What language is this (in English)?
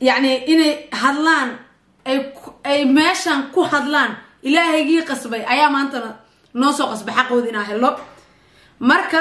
Somali